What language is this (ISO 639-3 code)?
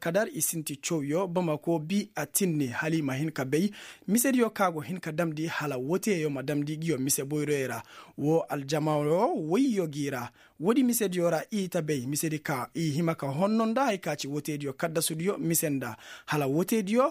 ses